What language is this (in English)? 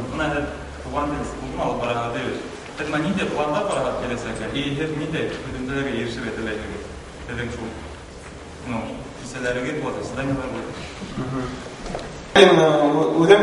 Bashkir